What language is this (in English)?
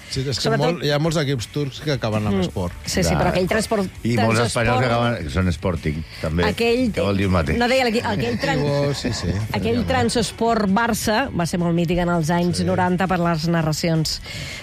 Catalan